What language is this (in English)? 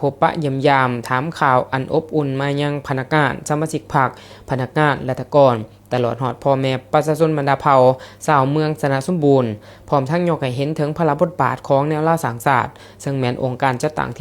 Lao